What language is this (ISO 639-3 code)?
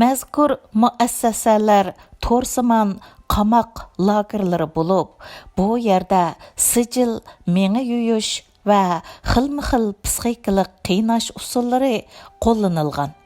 uig